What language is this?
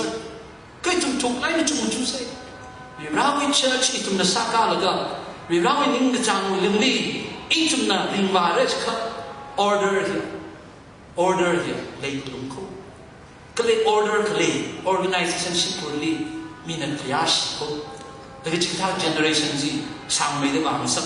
Tangkhul Naga (India)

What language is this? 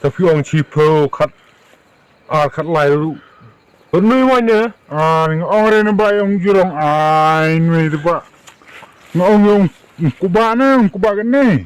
Khasi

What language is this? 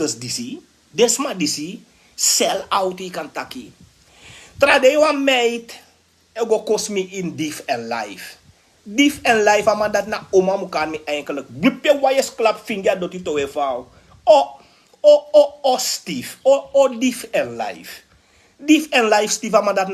Sranan Tongo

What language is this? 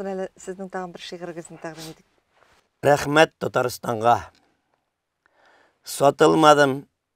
Tatar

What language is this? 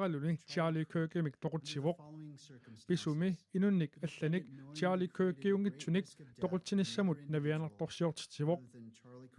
Kalaallisut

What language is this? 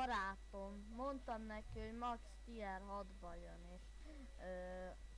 Hungarian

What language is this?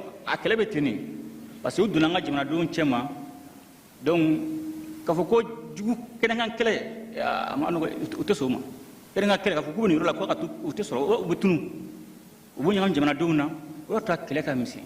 Bambara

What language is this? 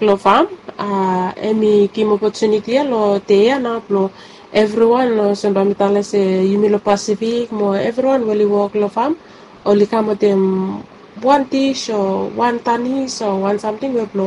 Bislama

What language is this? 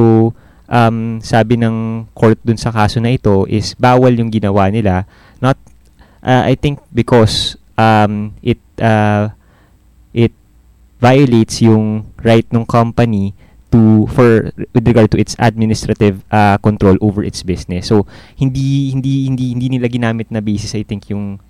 Filipino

